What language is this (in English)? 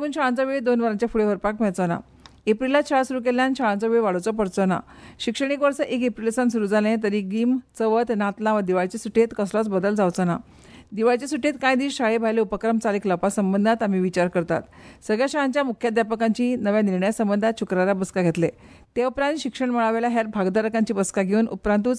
Konkani